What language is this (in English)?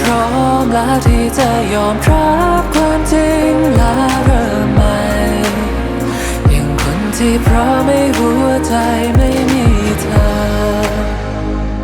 Thai